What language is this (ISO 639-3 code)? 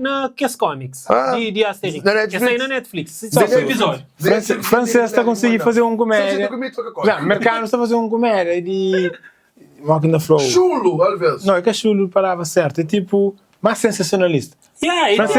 kea